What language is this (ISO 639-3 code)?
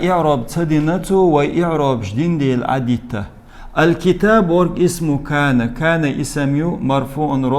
che